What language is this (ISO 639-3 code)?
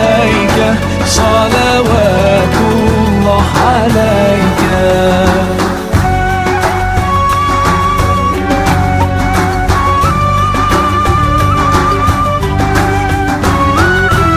ara